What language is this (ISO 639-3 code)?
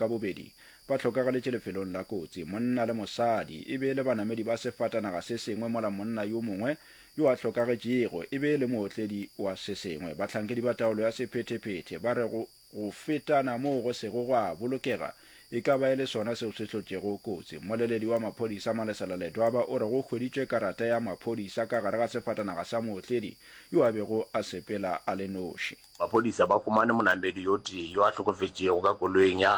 nso